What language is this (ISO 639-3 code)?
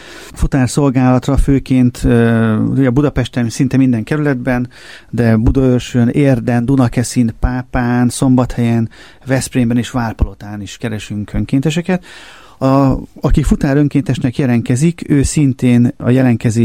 hun